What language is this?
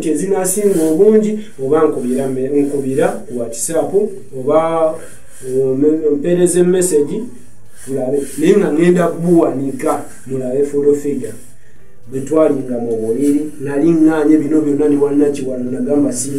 Ganda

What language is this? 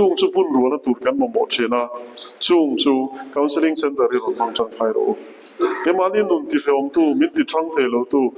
Mizo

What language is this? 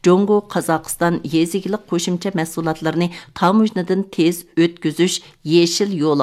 Uyghur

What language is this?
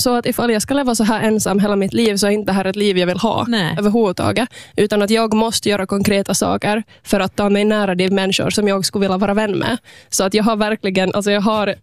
Swedish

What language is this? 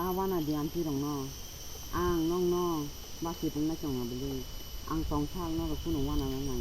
Kok Borok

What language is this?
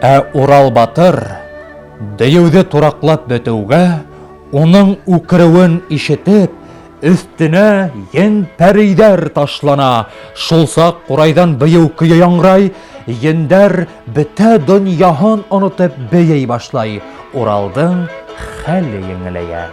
Bashkir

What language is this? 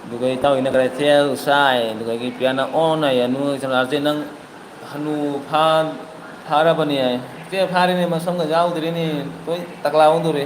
Manipuri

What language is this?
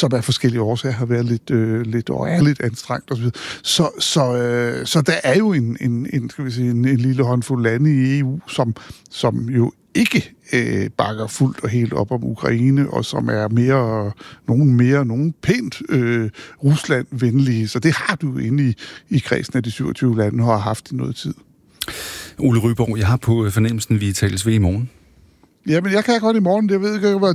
Danish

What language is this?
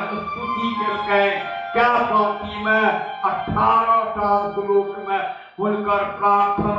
Maithili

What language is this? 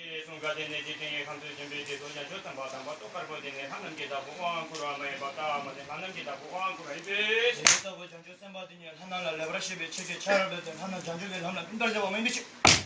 Tibetan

